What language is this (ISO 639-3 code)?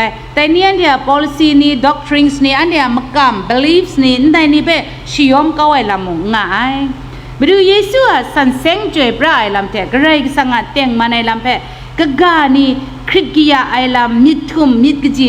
kac